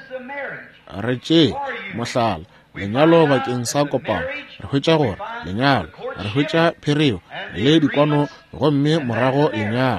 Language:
Northern Sotho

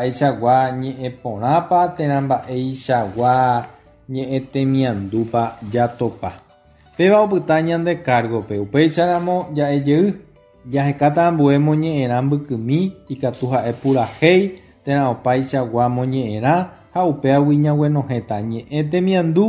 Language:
Guarani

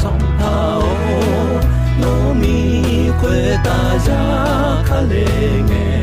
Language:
Akha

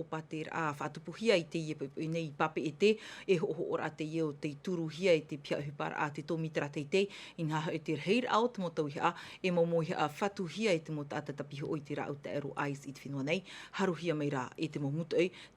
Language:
Tahitian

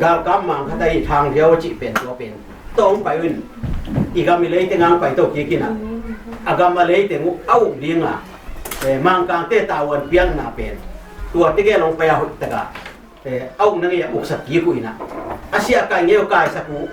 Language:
Tedim Chin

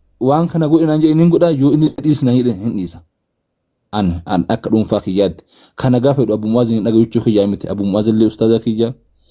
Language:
Oromo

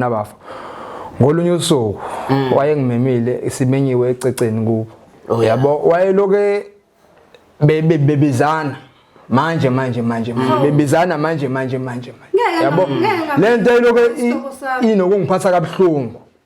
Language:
Zulu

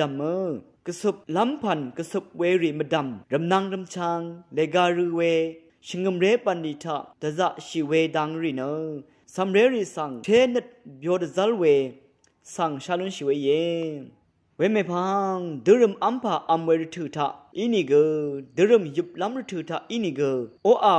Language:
Rawang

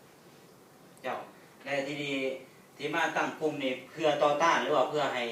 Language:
Lao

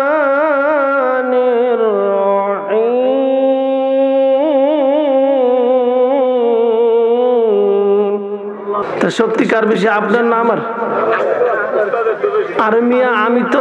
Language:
Bangla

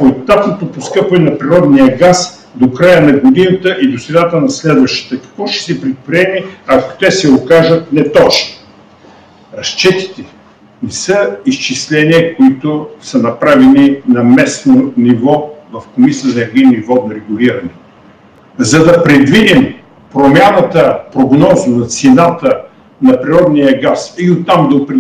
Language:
Bulgarian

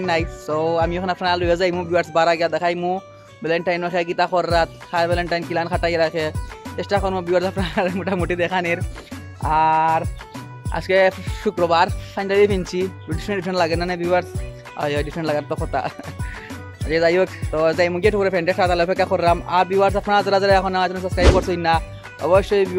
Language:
Sylheti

